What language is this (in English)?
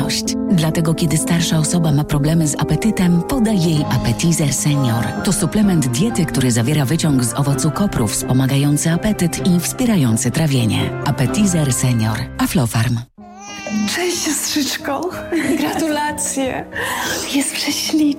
Polish